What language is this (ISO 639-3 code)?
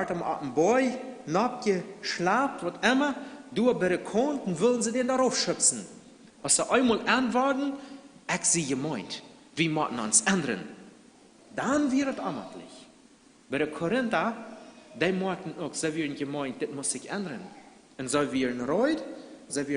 pdt